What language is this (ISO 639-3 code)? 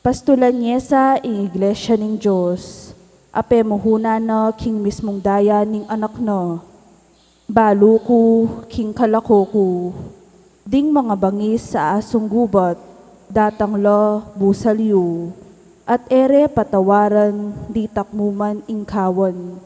pam